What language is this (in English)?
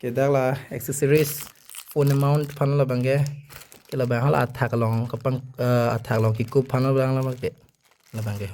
Karbi